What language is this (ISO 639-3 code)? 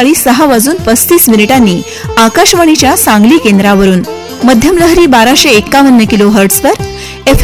mar